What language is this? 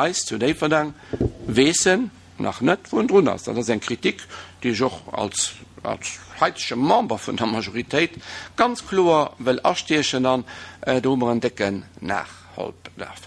Luxembourgish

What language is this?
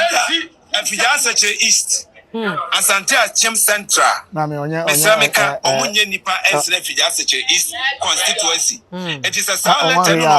Akan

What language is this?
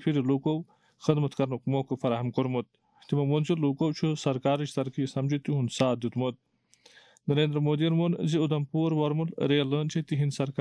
Kashmiri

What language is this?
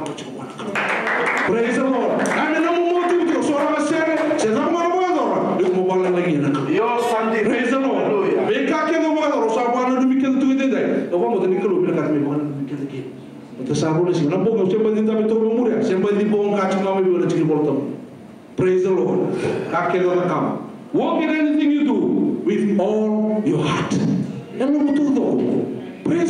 Fijian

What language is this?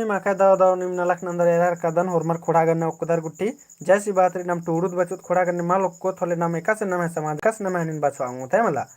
Kurukh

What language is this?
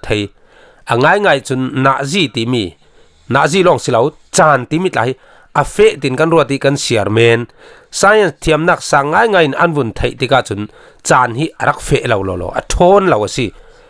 Falam Chin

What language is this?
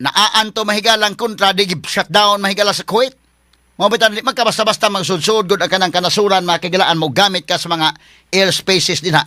Cebuano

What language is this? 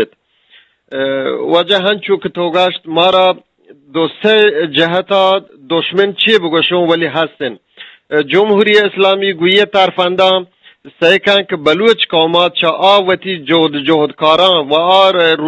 Eastern Balochi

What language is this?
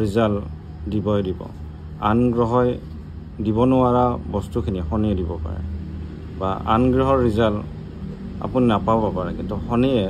Assamese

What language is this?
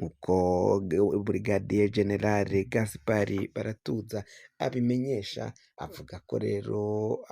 Rundi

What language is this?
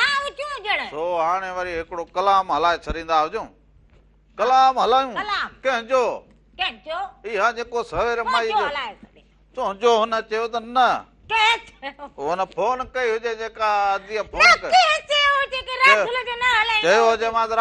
Sindhi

